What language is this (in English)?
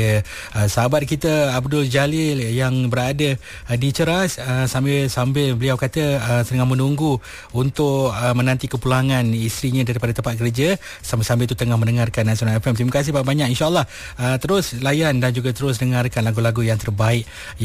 Malay